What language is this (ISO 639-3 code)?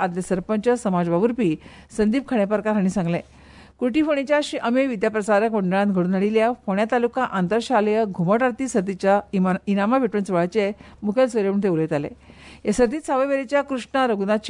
kok